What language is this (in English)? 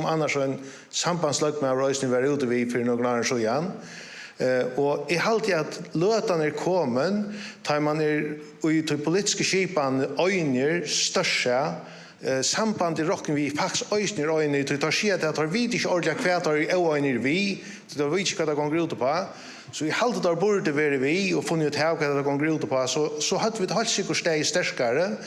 Faroese